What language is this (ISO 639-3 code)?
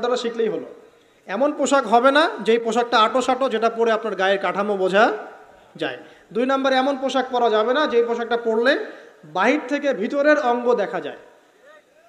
ben